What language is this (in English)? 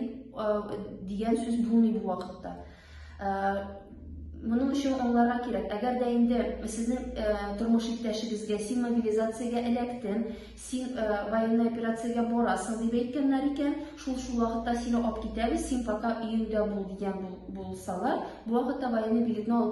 Tatar